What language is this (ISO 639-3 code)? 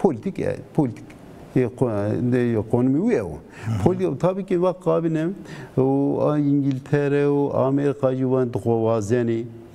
zza